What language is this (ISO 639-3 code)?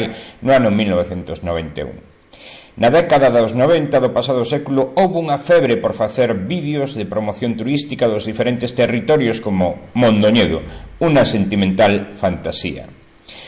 glg